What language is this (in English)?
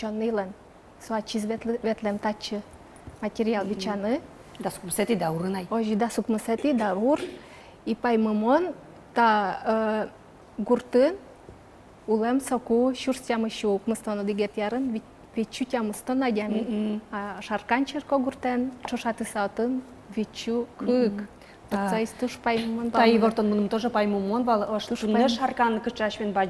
Udmurt